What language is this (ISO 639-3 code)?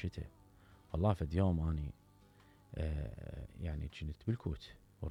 acm